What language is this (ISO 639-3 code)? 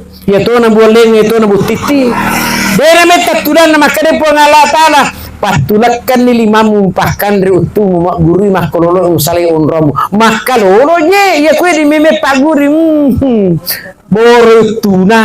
bug